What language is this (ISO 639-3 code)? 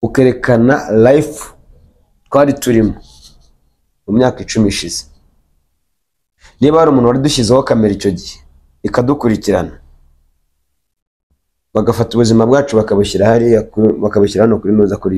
kin